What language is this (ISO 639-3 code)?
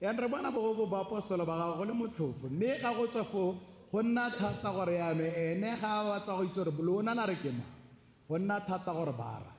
tsn